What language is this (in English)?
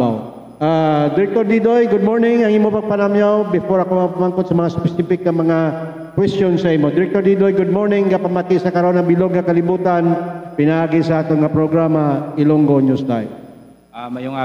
Hiligaynon